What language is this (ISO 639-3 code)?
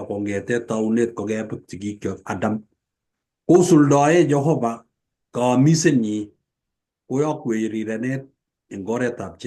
kln